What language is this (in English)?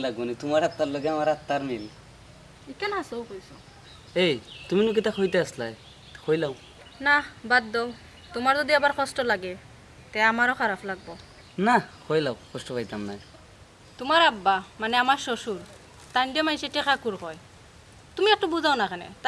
Sylheti